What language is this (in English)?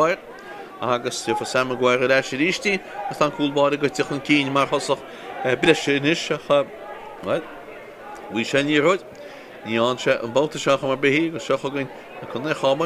Irish